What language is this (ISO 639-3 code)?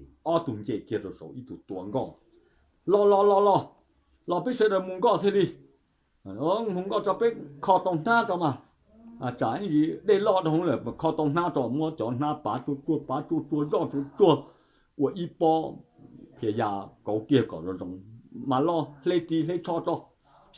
hmn